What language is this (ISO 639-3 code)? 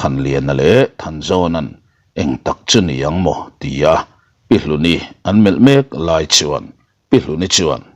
lus